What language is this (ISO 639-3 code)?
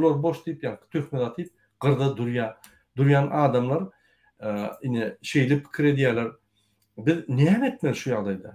tuk